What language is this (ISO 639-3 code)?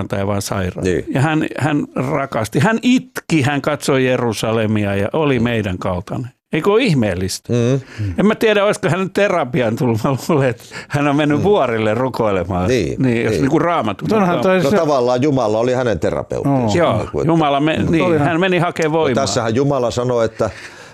fin